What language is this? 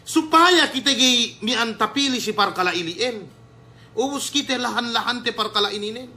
Yakan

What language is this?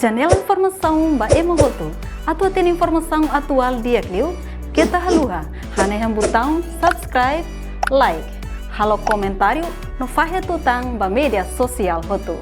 Tetum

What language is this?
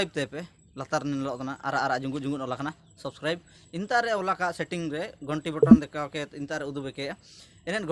Ho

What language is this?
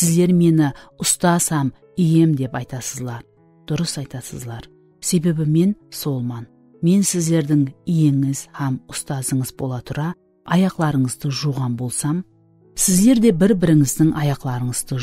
Kara-Kalpak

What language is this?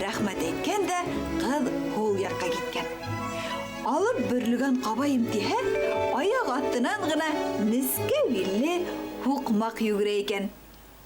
Bashkir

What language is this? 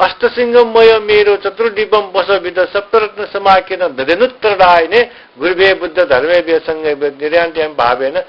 Newari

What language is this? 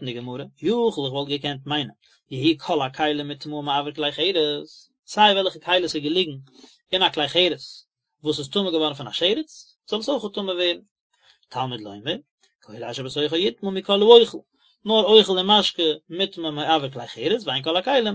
Yiddish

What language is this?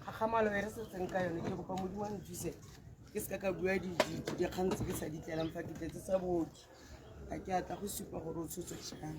Tswana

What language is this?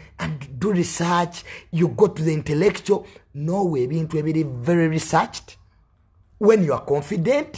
Ganda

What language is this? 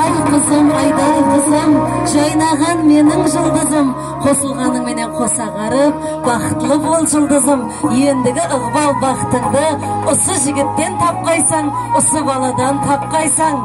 Kara-Kalpak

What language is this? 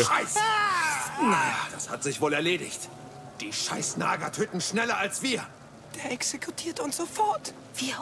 Bavarian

